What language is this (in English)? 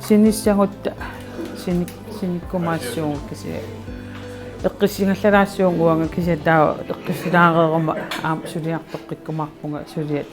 Kalaallisut